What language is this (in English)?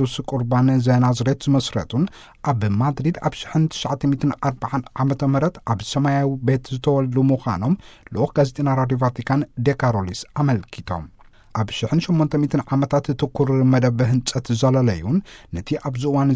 Tigrinya